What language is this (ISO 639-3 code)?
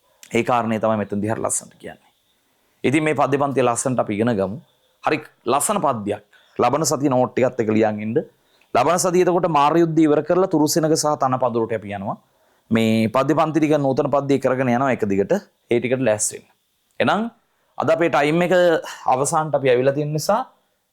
sin